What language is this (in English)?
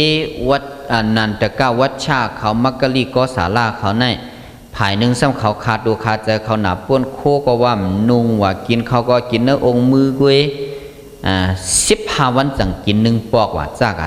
Shan